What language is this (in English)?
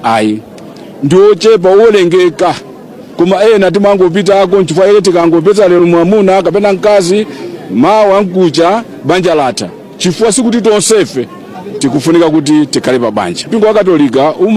Nyanja